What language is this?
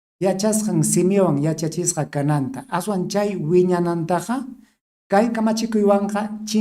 Ayacucho Quechua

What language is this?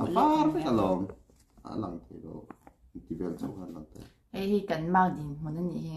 Mizo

